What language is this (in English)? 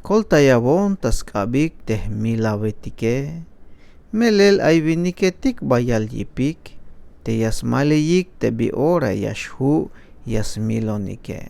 Tzeltal